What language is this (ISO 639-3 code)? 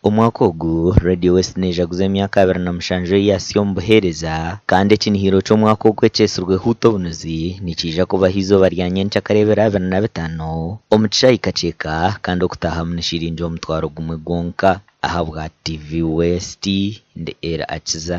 nyn